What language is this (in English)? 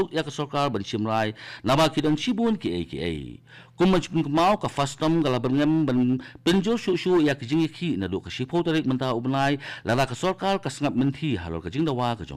Khasi